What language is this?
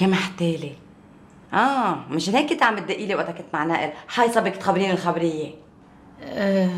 North Levantine Arabic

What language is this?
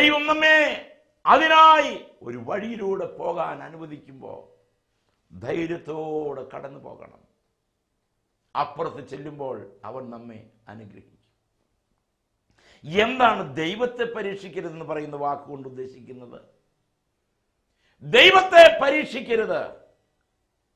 Malayalam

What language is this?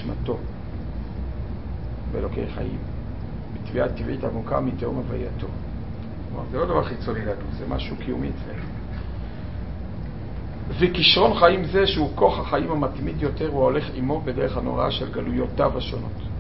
Hebrew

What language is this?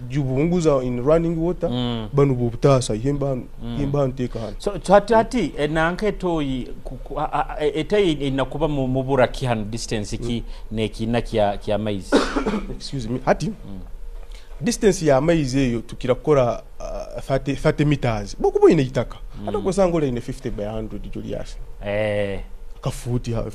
Nyoro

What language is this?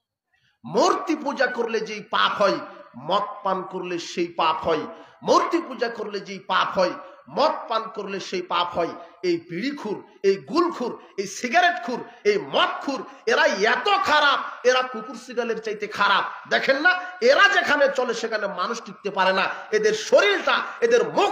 Bangla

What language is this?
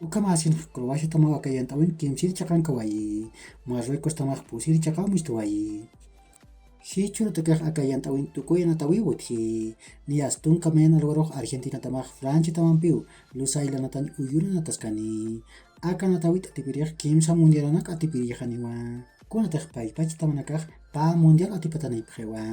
Aymara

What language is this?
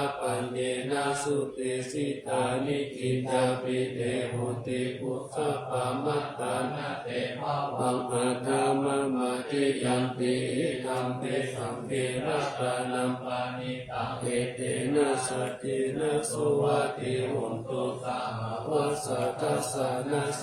Pali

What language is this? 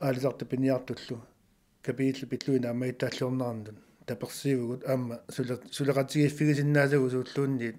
Kalaallisut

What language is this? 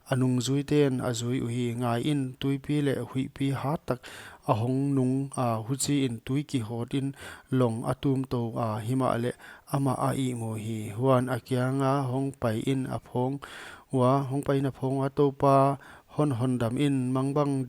Paite Chin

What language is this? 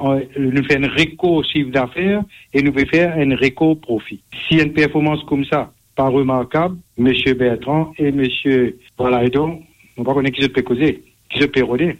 Morisyen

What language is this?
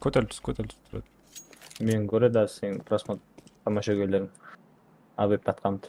Kara-Kalpak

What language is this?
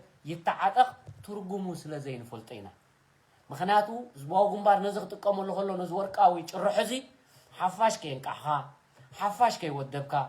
Tigrinya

